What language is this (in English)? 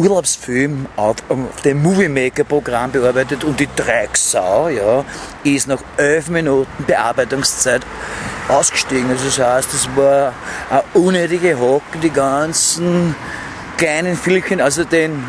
Bavarian